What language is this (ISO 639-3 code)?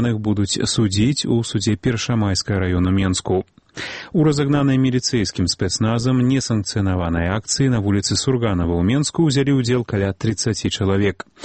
bel